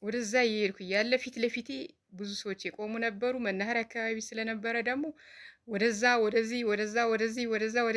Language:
Amharic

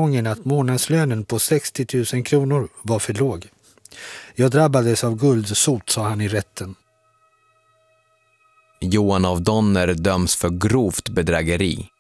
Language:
Swedish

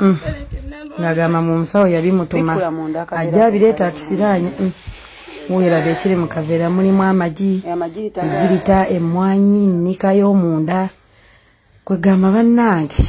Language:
Ganda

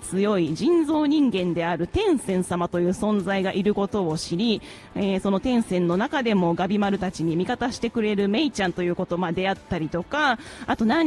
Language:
Japanese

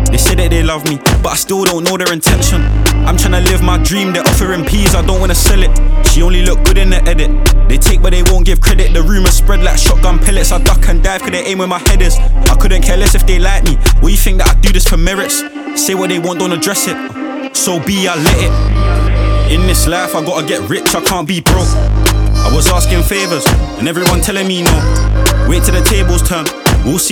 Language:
English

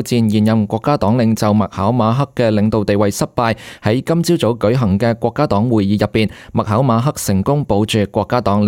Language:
Cantonese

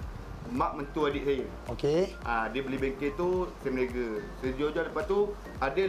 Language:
Malay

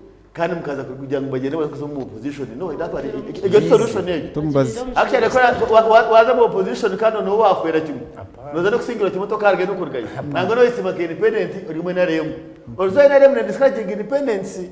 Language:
Nyankole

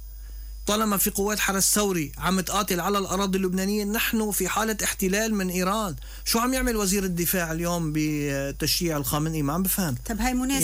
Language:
North Levantine Arabic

